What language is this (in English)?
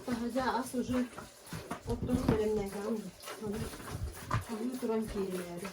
Yakut